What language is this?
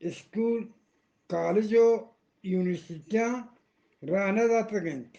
Eastern Balochi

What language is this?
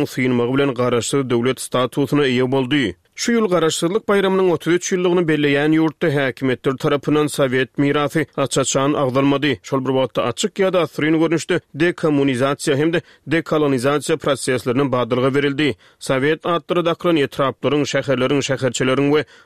Turkmen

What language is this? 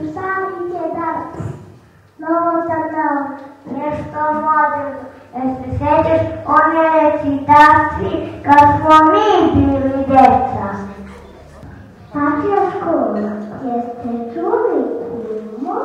Serbian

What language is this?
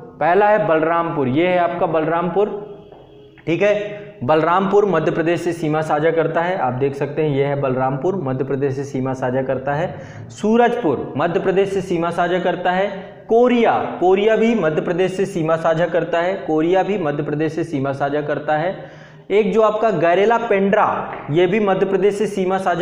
Hindi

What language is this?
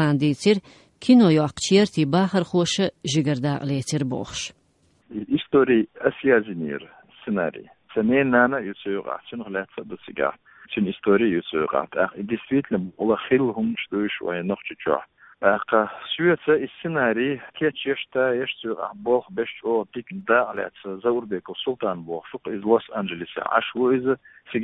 Chechen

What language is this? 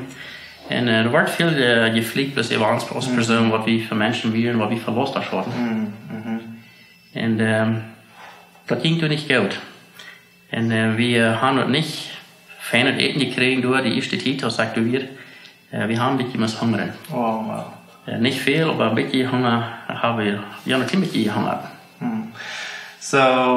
Plautdietsch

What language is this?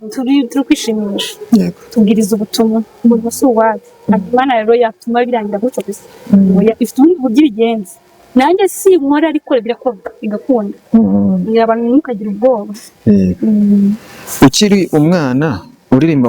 Kinyarwanda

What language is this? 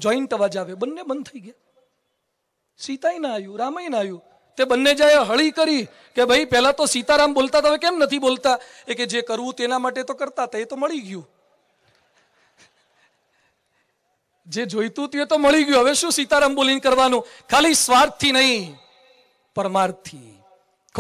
Gujarati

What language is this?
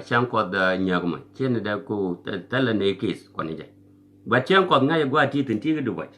Nuer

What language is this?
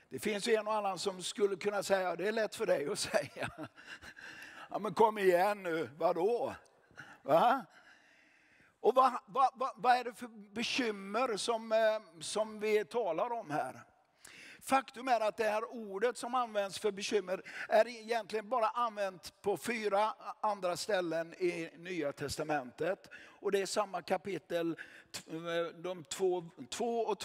Swedish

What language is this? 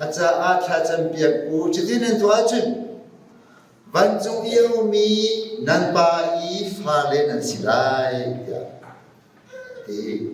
Hakha Chin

